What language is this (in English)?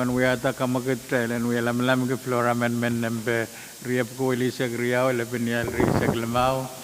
Pohnpeian